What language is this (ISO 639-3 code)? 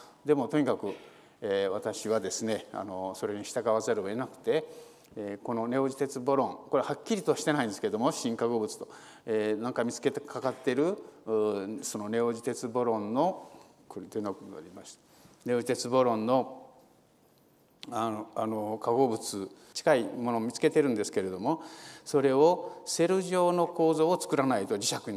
jpn